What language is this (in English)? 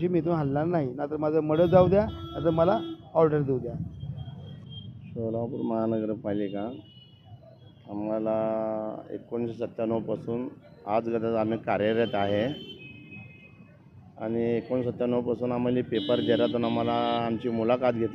Marathi